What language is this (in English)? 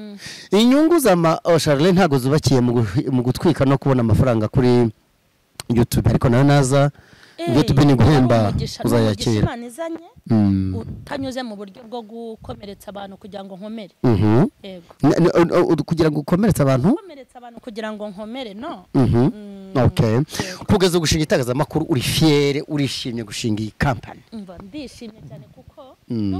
Kinyarwanda